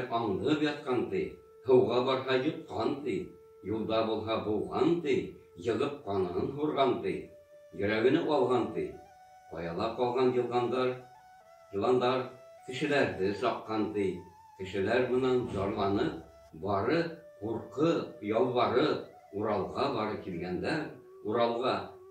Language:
Bashkir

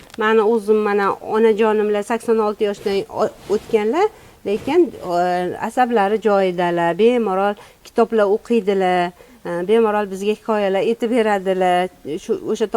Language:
Uzbek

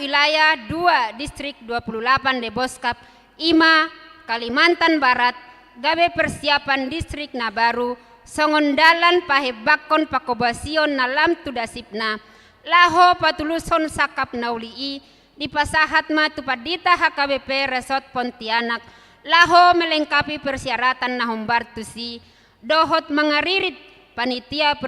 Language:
Batak Toba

